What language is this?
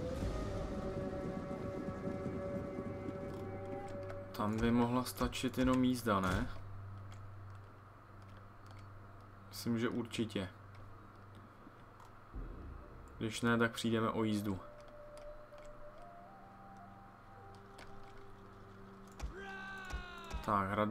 Czech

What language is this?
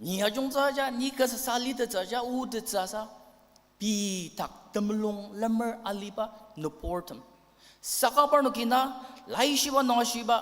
Ao Naga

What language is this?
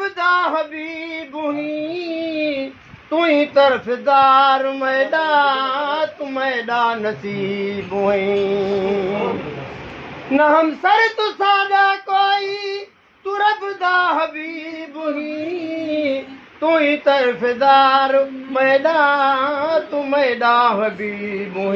Saraiki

